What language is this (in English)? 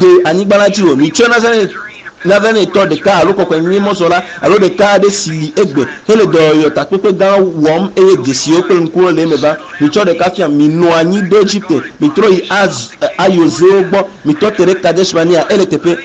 Ewe